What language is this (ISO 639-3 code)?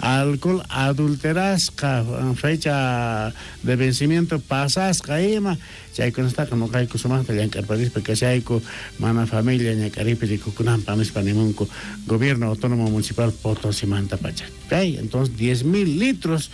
quh